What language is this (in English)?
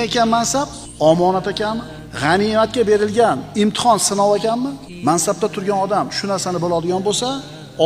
Uzbek